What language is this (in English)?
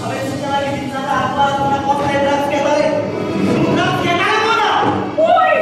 Konkani